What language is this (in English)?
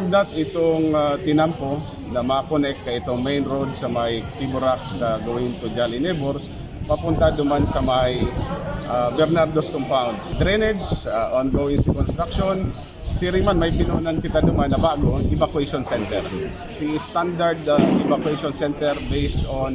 Bikol